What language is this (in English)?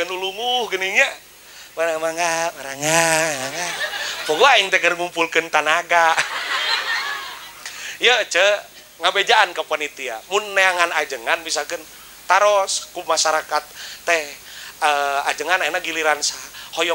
Sundanese